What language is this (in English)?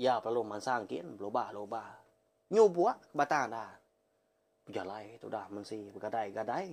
Iban